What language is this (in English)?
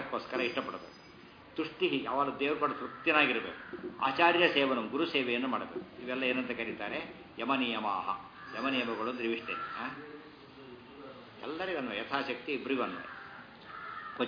Kannada